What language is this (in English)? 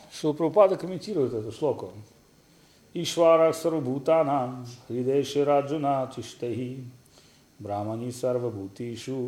Russian